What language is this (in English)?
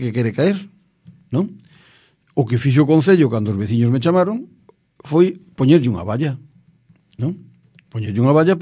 Galician